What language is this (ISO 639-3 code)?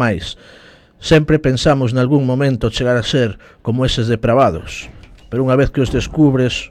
glg